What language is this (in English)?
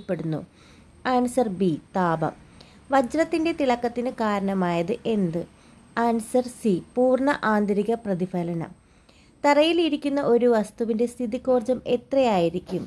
Malayalam